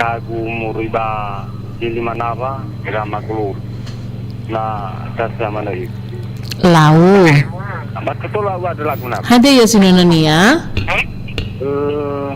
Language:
Nias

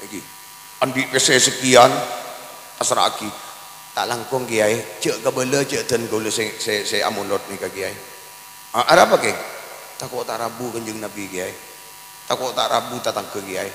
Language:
Madurese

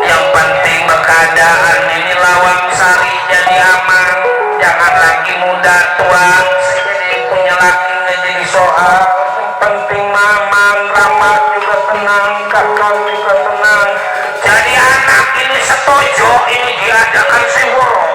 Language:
Betawi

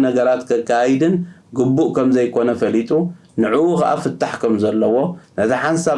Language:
Tigrinya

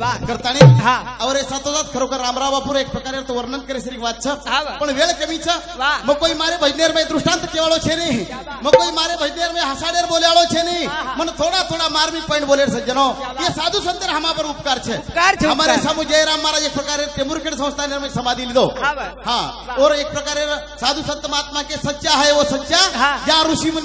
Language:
Lambadi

